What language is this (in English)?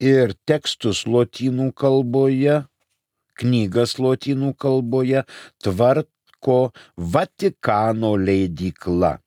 Lithuanian